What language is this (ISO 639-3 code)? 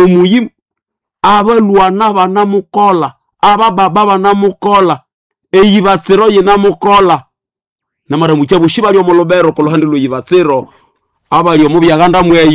nnb